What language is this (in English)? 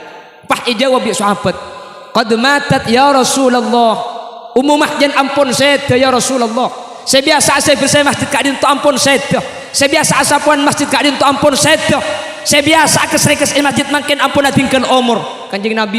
Madurese